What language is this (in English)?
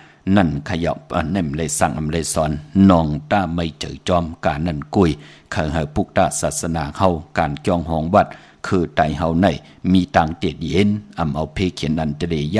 Shan